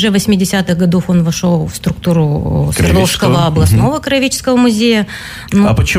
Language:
Russian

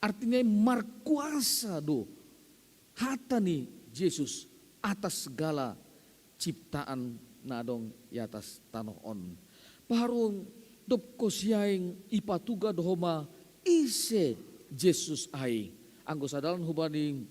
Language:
Batak Simalungun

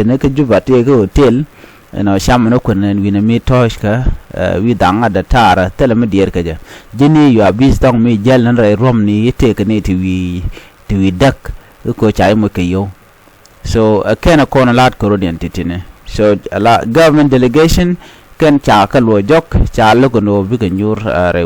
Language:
Nuer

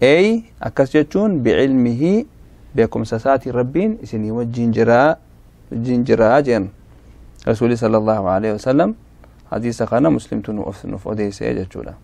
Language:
Oromo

